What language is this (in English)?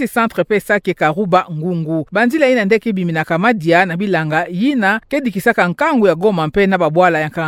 Kituba (Democratic Republic of Congo)